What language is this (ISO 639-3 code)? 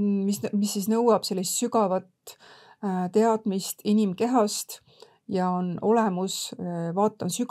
est